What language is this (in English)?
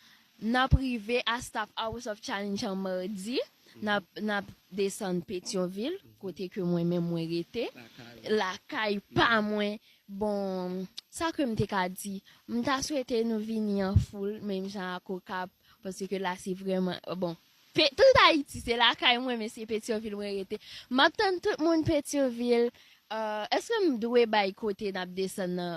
Haitian Creole